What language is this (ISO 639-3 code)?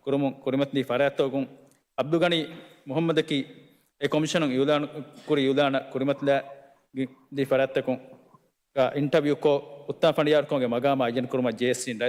div